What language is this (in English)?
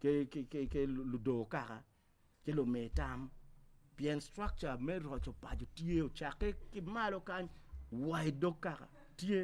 Acoli